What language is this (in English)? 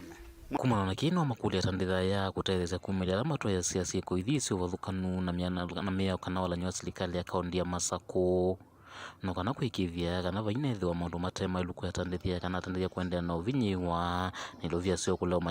Kamba